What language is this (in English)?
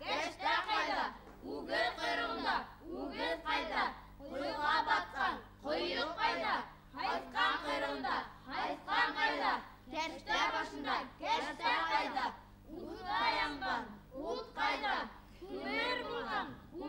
Bashkir